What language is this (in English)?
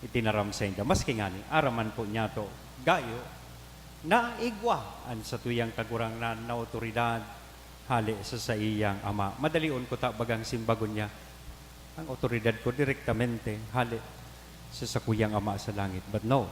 Bikol